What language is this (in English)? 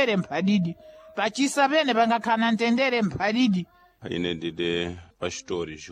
Sena